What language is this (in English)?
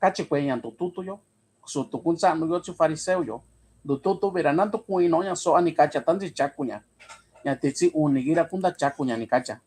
Mixtepec Mixtec